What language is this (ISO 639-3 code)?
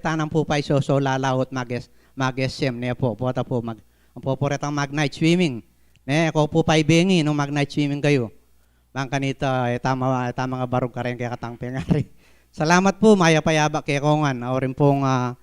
pam